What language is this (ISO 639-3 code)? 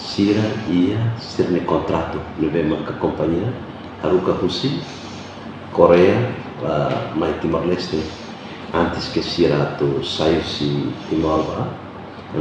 tet